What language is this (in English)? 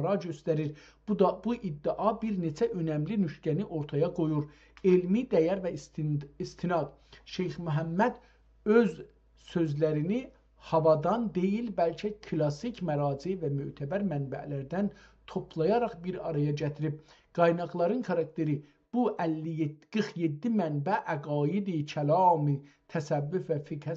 South Azerbaijani